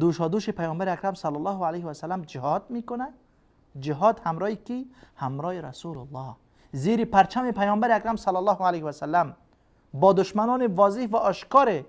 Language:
Persian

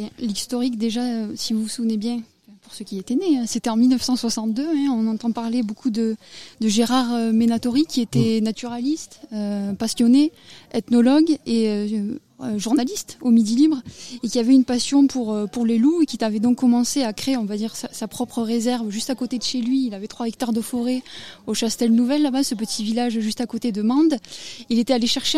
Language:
French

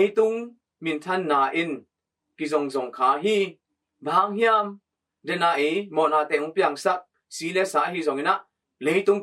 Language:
Tedim Chin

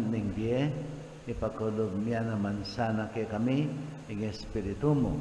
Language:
Pampanga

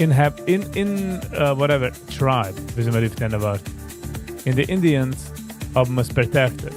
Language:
Yiddish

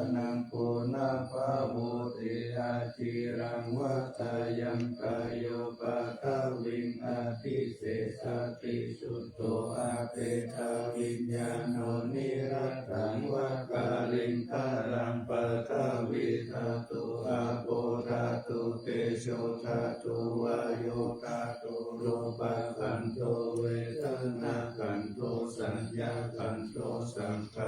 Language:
Pali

